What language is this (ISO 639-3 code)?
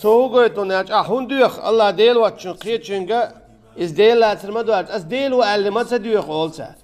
che